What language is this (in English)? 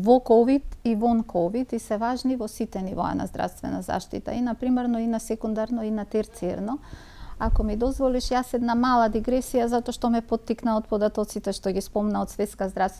Macedonian